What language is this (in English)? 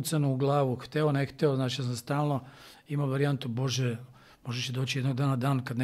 Serbian